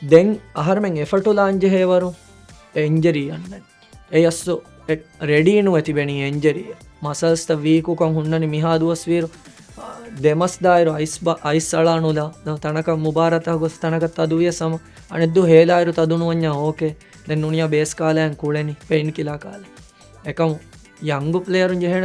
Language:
Divehi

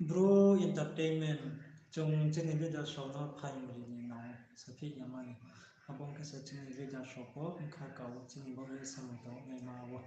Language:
Riang (India)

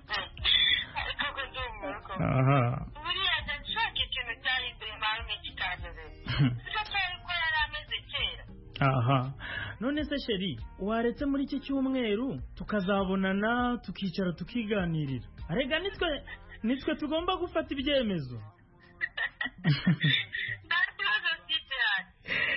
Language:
Kinyarwanda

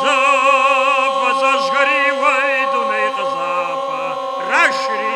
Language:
Kabardian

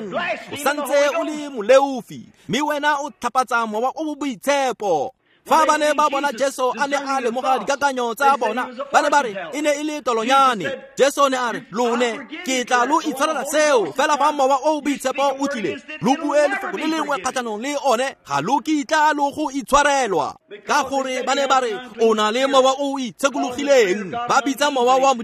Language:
Tswana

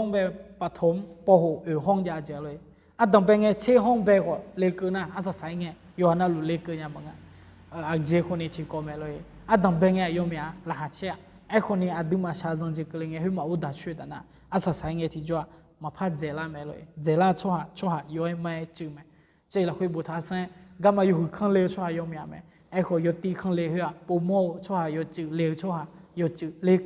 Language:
Akha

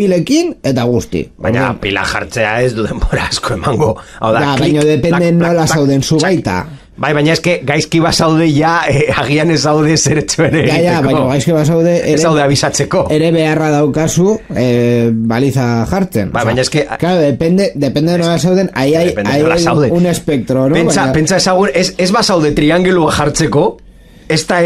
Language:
Basque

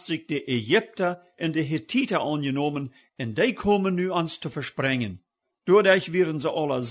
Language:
Plautdietsch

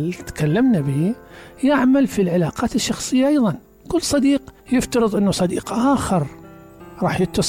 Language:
Mesopotamian Arabic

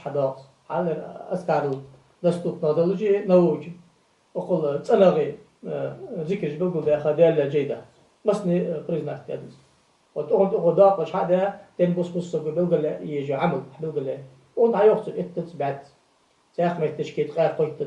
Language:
Ingush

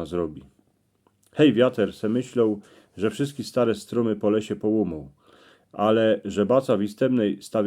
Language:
Silesian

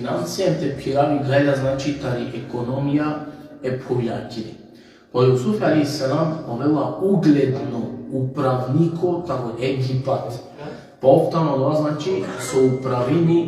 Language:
Balkan Romani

